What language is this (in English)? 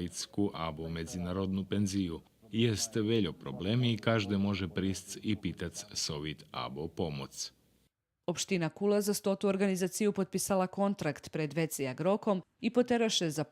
Rusyn